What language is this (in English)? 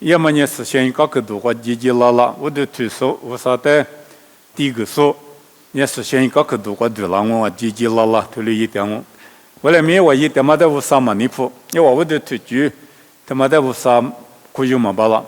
Lisu